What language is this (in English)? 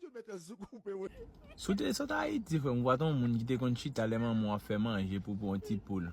Haitian Creole